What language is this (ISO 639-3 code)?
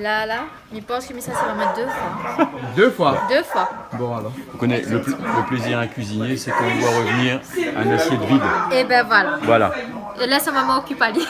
rcf